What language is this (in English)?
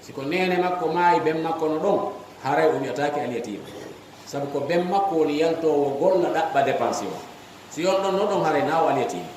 Fula